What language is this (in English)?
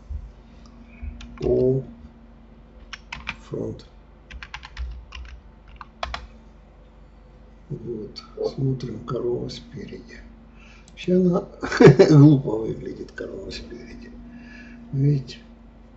Russian